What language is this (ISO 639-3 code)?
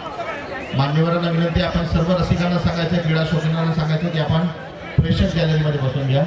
mar